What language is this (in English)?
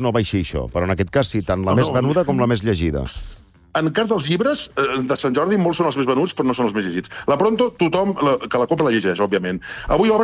Catalan